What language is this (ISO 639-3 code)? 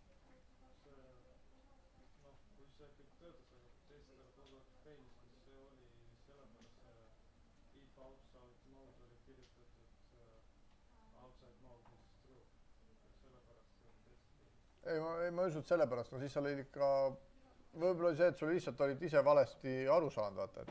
est